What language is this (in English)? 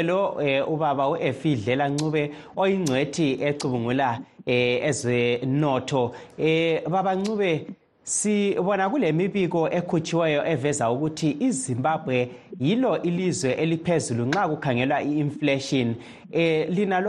North Ndebele